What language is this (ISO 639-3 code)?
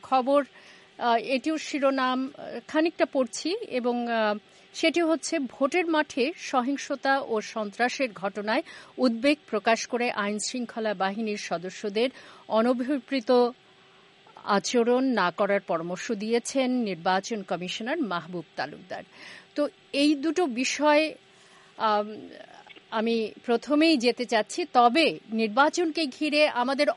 ben